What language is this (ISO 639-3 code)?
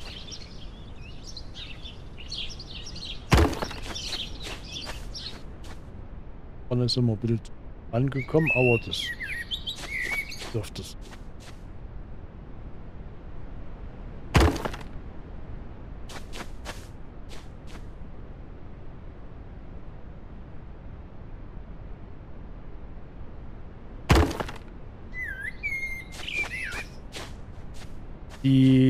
deu